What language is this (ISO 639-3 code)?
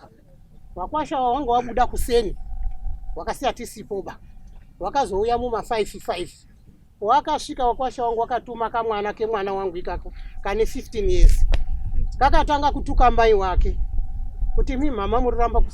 sna